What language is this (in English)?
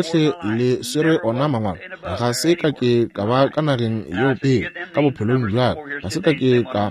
Northern Sotho